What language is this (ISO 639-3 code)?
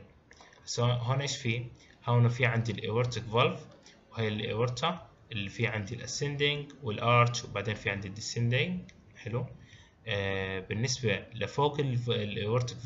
ajp